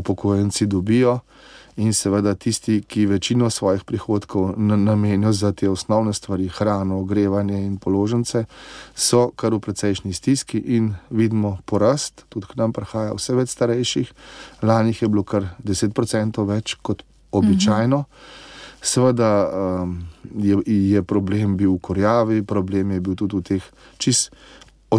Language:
Slovenian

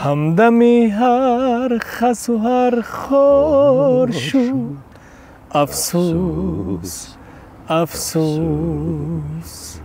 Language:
Tajik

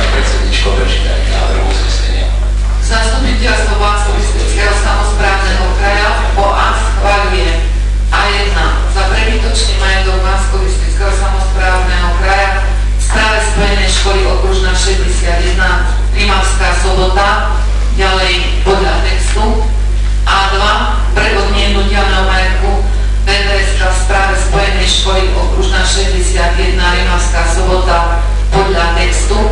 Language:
Slovak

